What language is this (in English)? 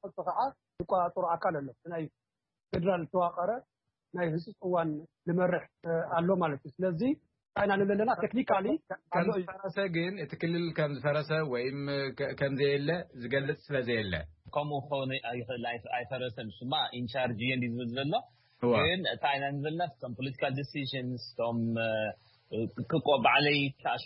Tigrinya